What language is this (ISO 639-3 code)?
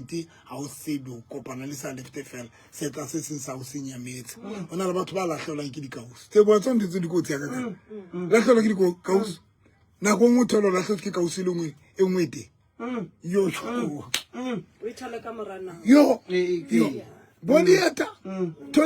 sot